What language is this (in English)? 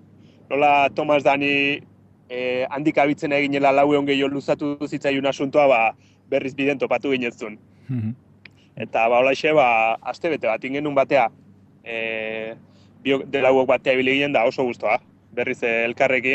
Basque